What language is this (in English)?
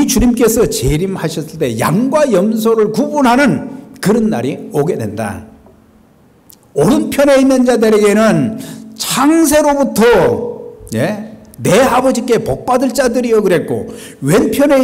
Korean